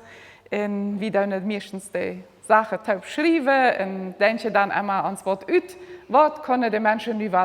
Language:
Plautdietsch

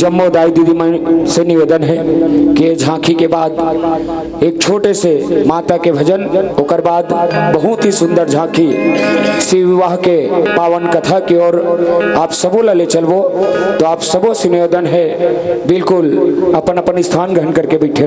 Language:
Chhattisgarhi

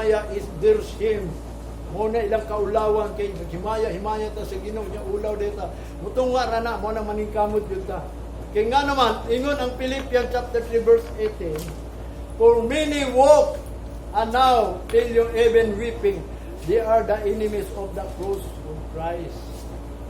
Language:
Cebuano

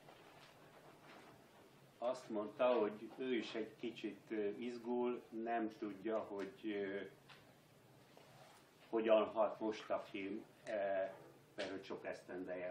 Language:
Hungarian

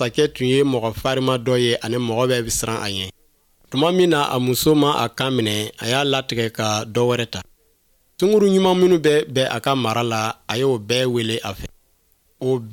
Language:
Bambara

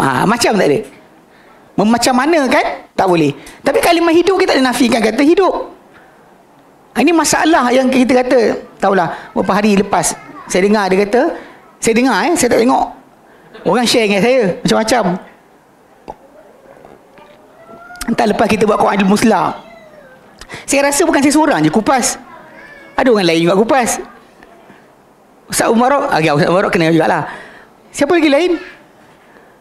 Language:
Malay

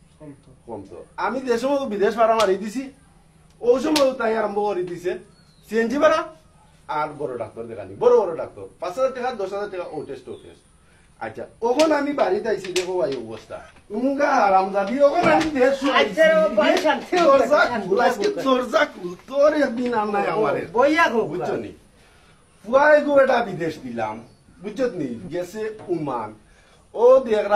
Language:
Sylheti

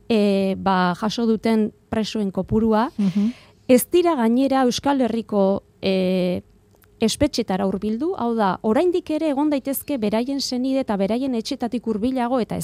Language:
Basque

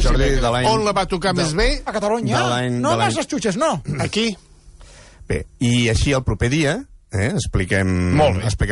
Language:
Catalan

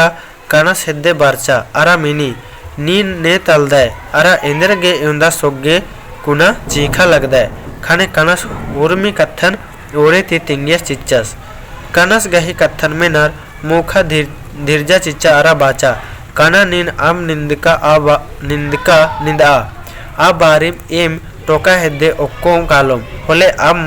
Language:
Kurukh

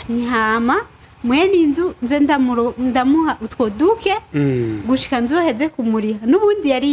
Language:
Rundi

